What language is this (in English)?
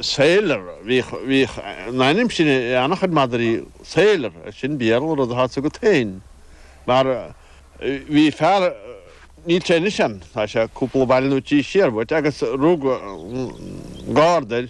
Irish